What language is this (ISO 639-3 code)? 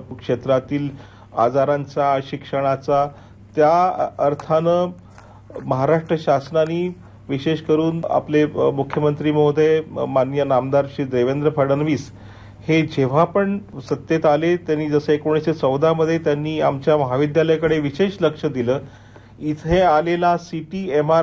mar